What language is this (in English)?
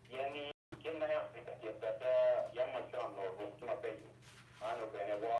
Acoli